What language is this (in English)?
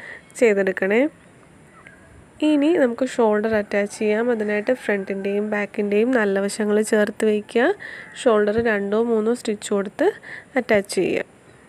Malayalam